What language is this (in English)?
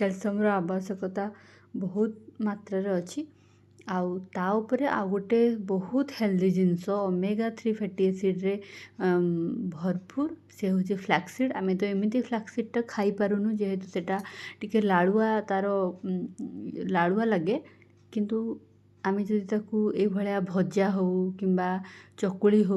Odia